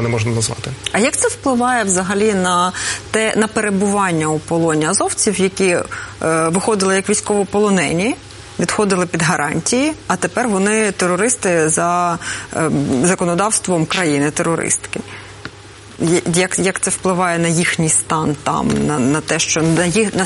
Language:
Ukrainian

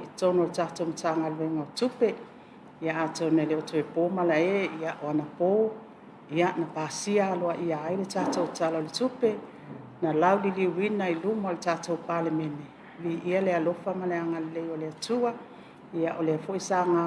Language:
Samoan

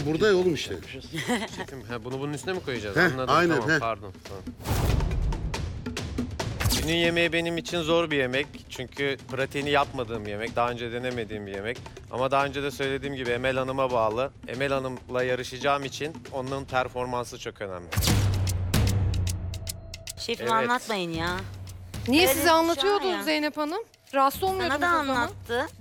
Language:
Turkish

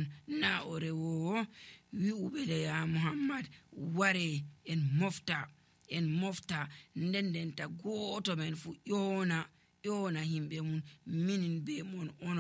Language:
Nigerian Fulfulde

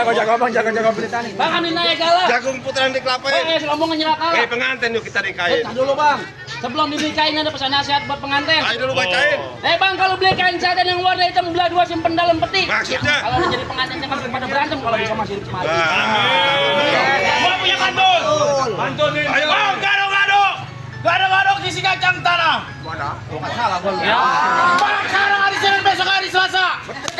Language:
Betawi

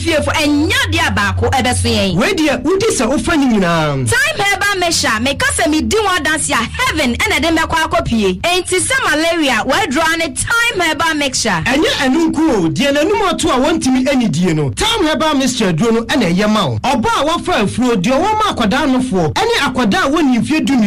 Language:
Akan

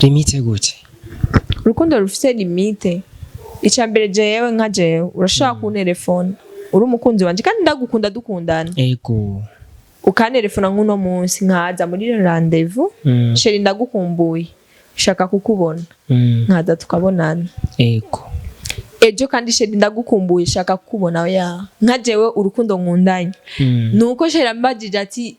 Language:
Rundi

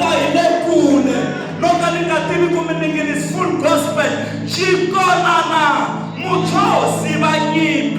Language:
Tsonga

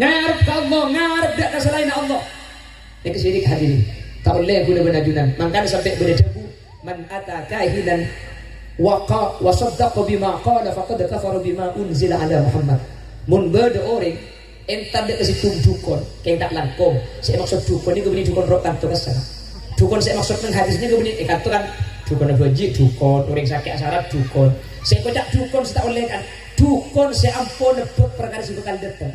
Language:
Madurese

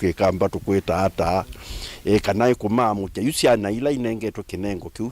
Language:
Kamba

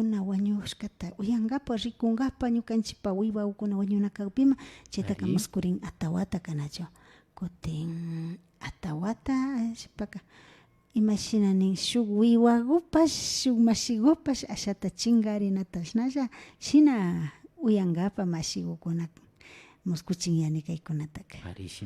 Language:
Imbabura Highland Quichua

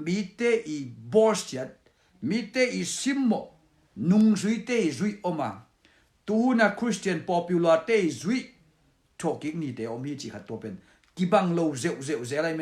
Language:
Tedim Chin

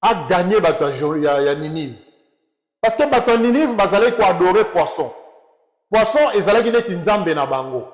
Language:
Lingala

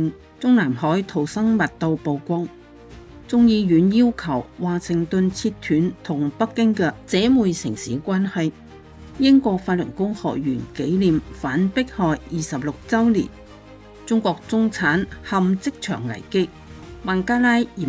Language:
Cantonese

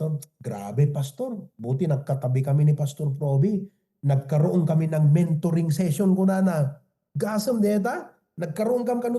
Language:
Iloko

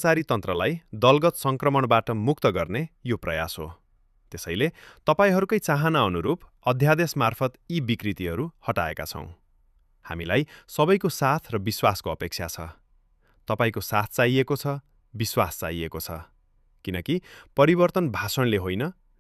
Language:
Nepali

